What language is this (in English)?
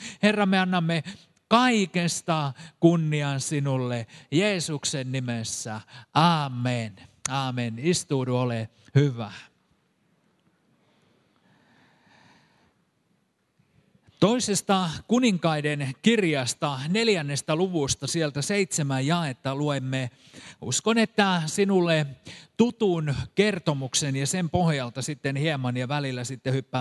Finnish